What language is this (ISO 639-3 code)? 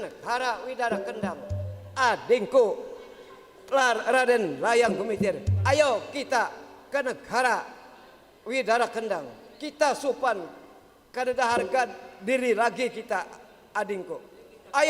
bjn